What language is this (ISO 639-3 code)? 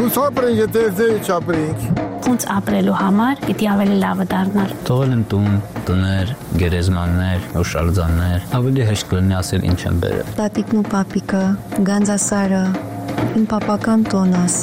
hye